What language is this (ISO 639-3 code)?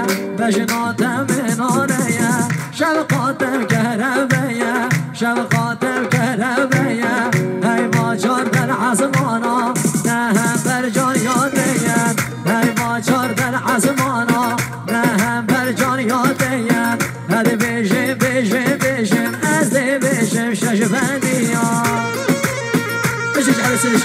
fas